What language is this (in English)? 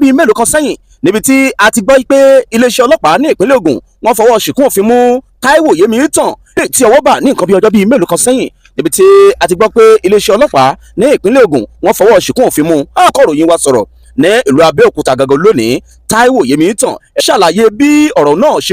Yoruba